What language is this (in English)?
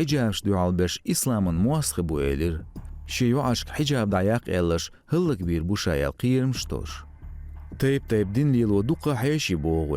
Chechen